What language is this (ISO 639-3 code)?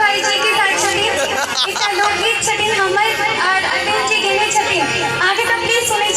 mai